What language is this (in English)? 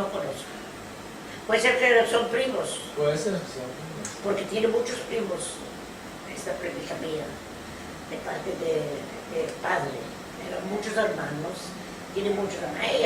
Ladino